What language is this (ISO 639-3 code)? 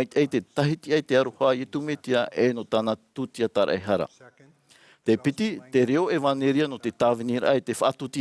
tah